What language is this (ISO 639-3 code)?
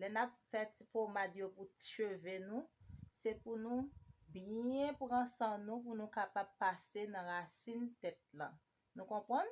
hat